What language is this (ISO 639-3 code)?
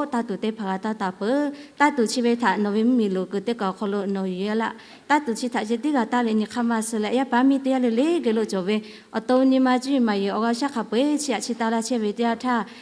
lhu